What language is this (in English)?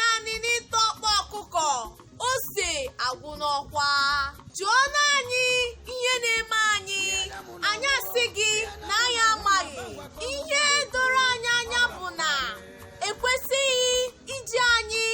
Igbo